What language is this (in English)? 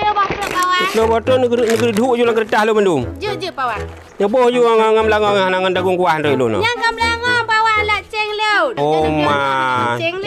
Achinese